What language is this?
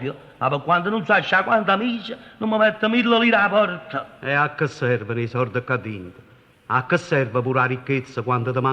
Neapolitan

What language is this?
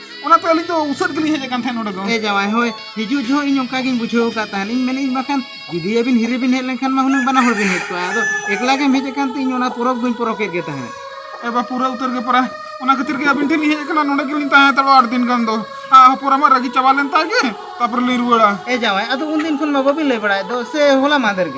Santali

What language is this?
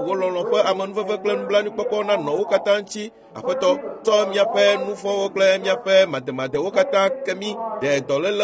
Ewe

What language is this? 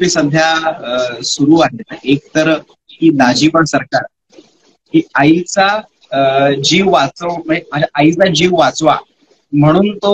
Marathi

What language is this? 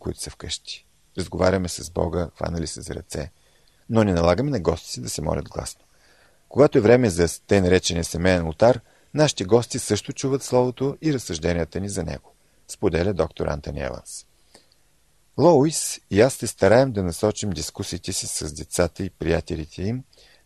Bulgarian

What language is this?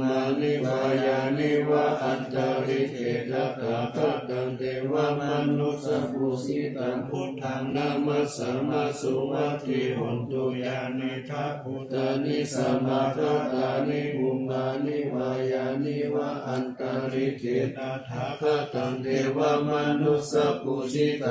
Pali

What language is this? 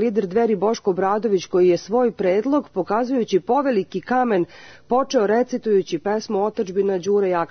Serbian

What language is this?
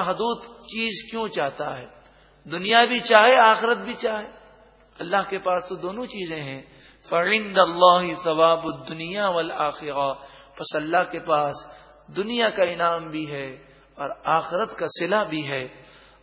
Urdu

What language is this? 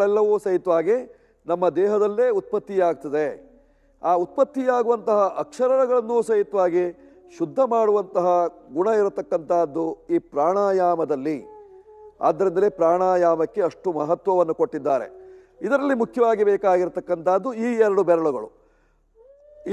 Kannada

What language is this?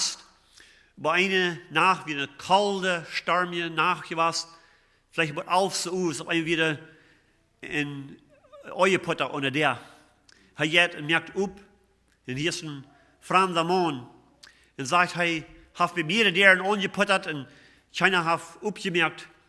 Plautdietsch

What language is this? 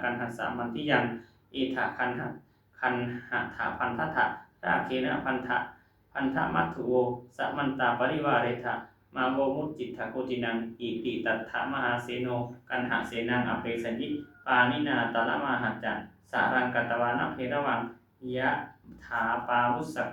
Pali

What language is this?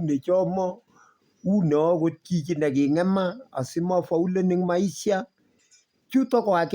Kalenjin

